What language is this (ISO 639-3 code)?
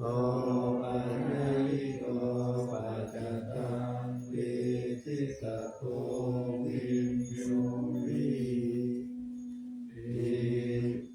pli